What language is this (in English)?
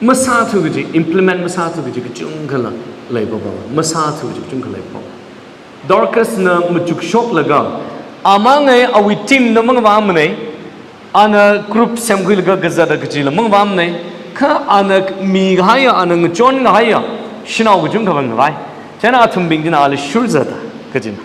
Tangkhul Naga (India)